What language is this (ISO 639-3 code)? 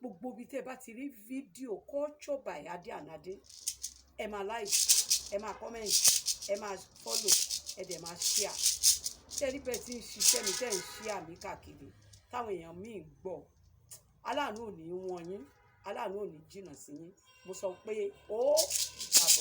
yor